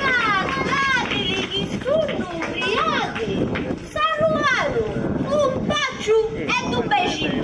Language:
Sicilian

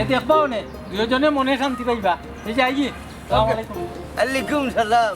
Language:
Sylheti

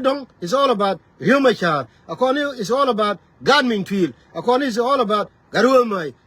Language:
Nuer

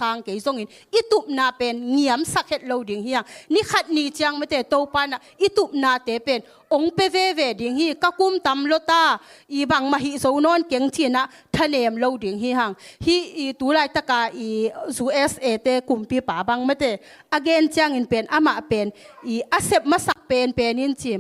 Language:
Tedim Chin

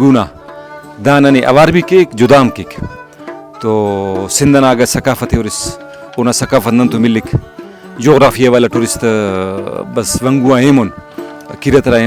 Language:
Brahui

